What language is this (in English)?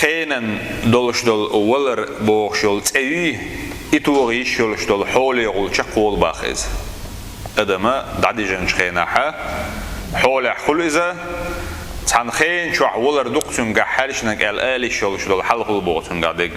Chechen